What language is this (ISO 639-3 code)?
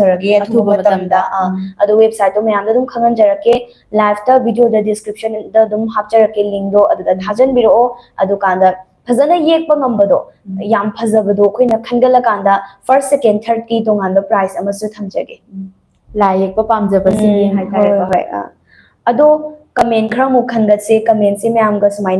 mni